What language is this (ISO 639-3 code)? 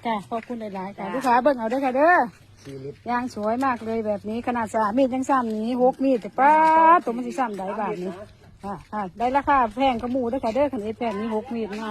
tts